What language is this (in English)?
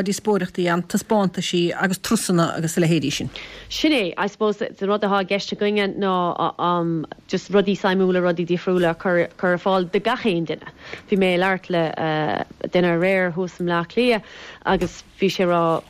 Irish